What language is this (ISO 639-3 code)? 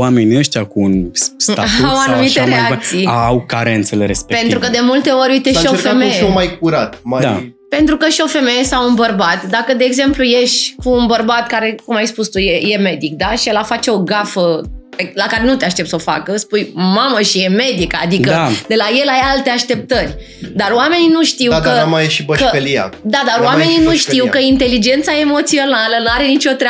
ron